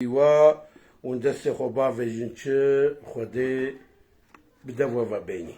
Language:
Kurdish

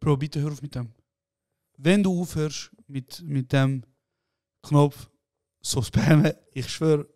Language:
Swiss German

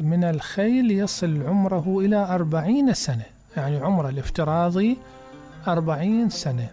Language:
Mesopotamian Arabic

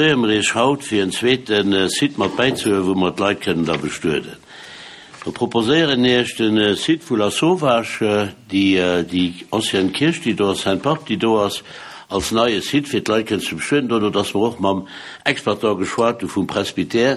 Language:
Luxembourgish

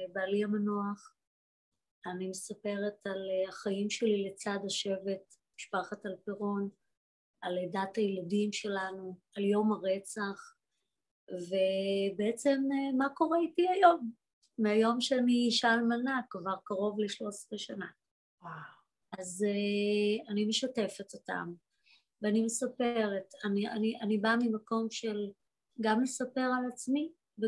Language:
Hebrew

